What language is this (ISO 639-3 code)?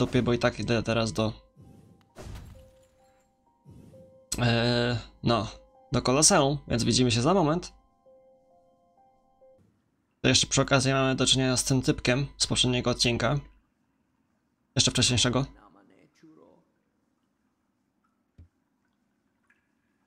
pol